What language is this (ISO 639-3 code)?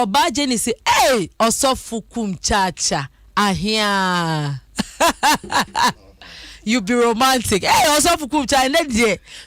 aka